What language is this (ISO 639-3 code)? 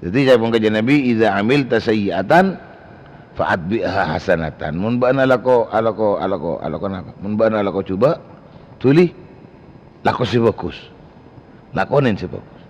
mad